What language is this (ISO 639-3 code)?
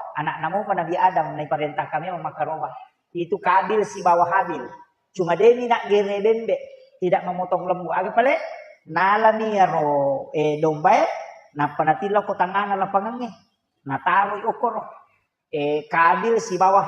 bug